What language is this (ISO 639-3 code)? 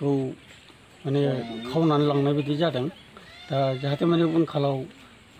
brx